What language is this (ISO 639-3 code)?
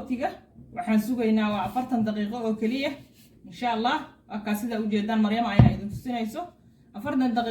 som